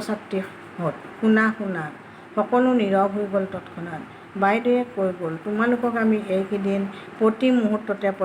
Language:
Assamese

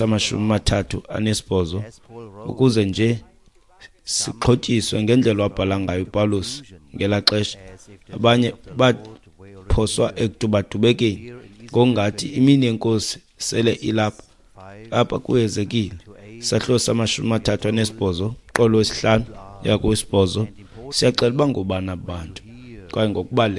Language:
Xhosa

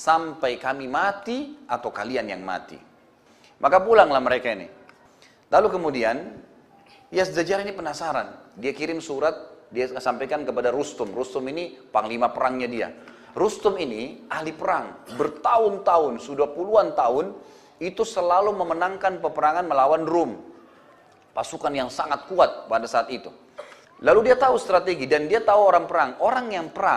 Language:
Indonesian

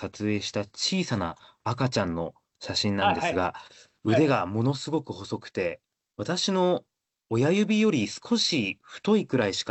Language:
Japanese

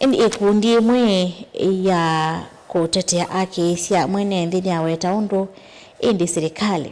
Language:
Kamba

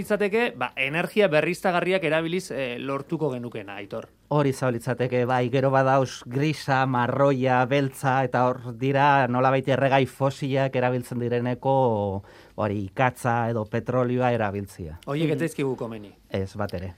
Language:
Basque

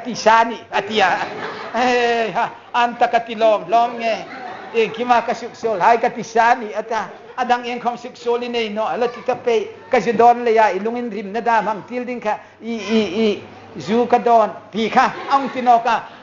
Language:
Hmar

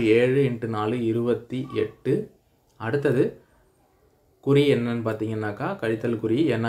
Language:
Tamil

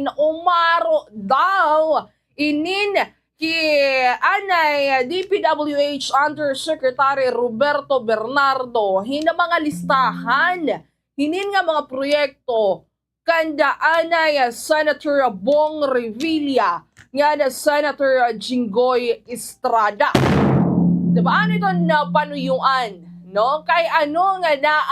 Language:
Waray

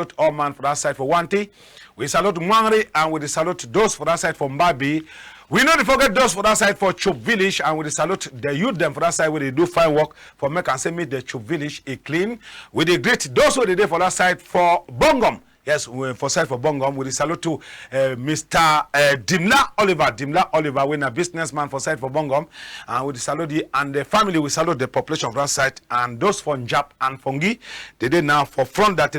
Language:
Cameroon Pidgin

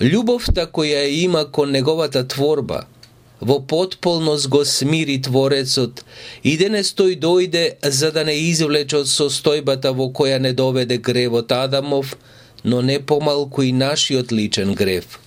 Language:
Macedonian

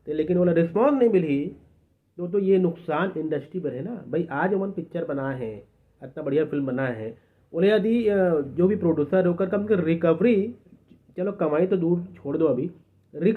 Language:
Chhattisgarhi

